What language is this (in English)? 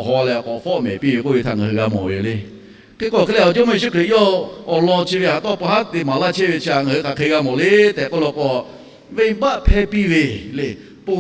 Lahu